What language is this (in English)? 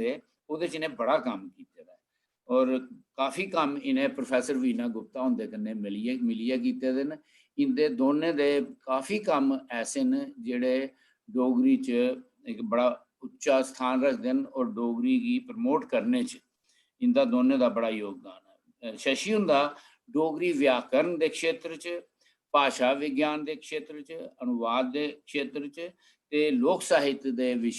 Dogri